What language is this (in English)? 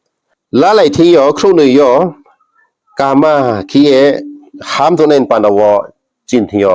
Riang (India)